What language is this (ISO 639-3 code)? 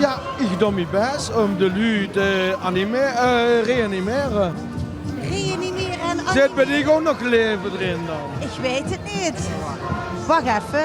lim